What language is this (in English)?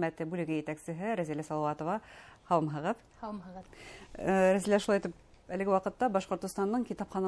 Bashkir